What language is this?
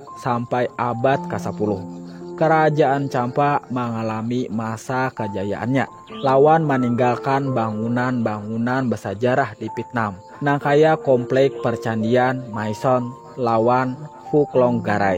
Banjar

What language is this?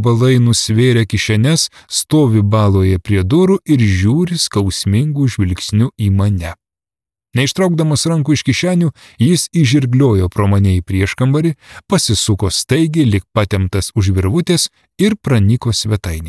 Lithuanian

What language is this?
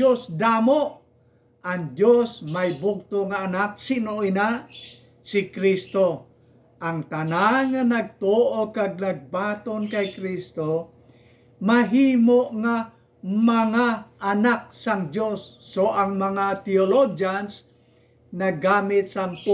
Hiligaynon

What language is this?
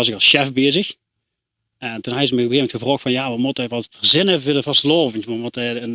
Limburgish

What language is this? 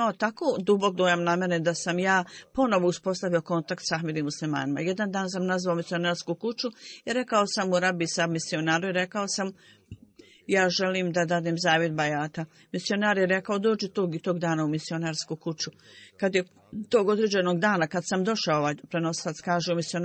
Bosnian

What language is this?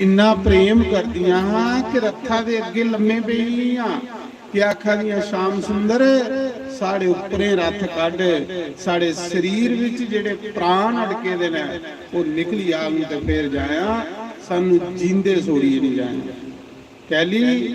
Dogri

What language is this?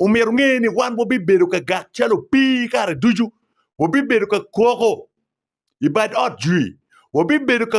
Acoli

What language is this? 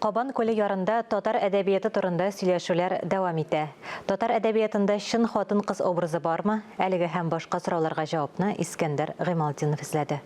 Tatar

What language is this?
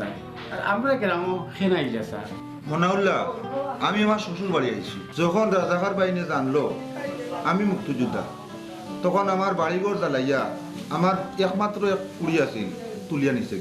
Sylheti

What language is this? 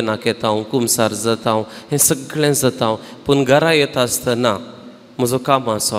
Konkani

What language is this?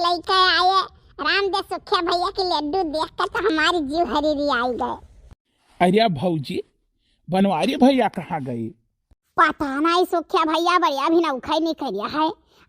Awadhi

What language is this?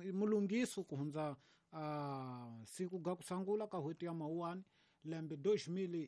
Tsonga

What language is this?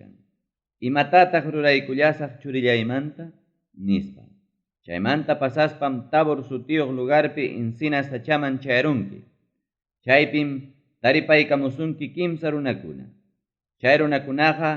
Ayacucho Quechua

